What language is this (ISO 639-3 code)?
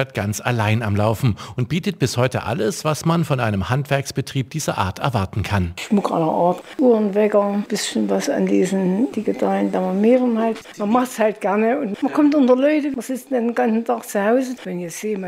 deu